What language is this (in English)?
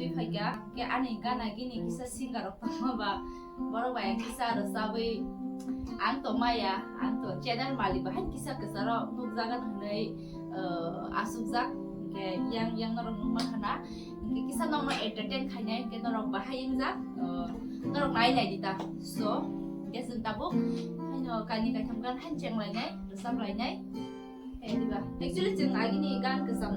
Kok Borok